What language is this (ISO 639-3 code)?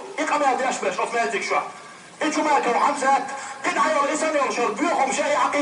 che